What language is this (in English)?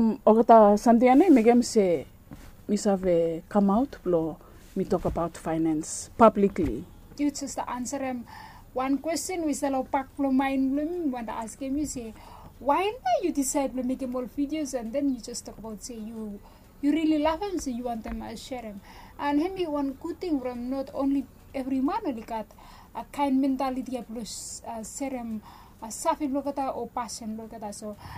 Bislama